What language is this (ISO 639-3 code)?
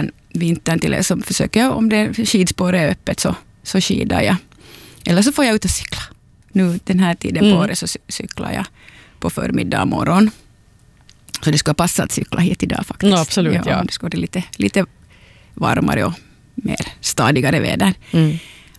swe